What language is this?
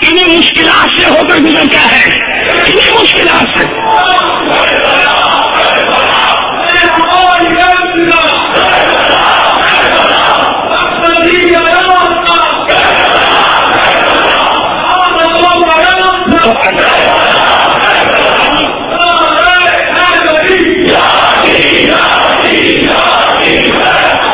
Urdu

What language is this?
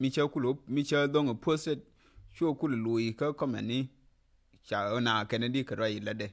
Nuer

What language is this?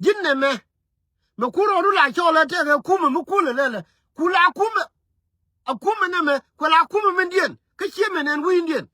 Nuer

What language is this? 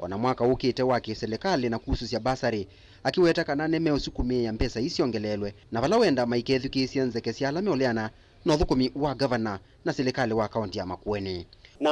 Kamba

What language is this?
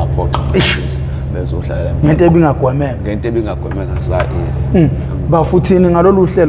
Zulu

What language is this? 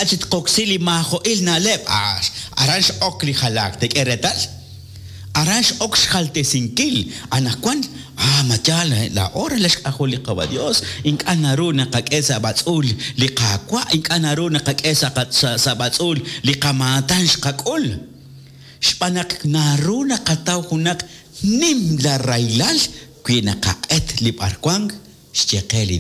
Kekchí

